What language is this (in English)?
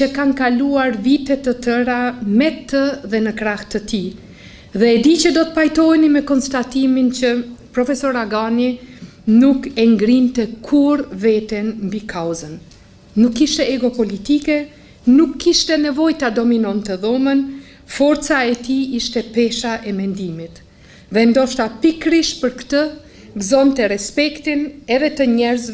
Albanian